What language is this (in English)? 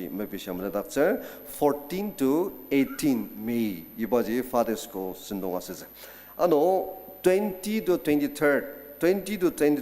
Ao Naga